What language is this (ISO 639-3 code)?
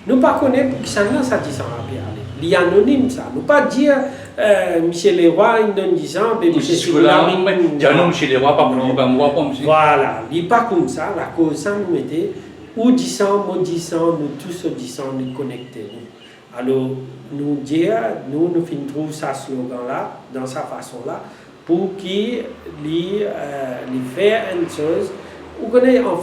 mfe